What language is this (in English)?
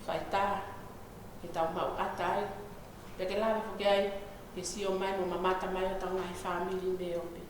Tongan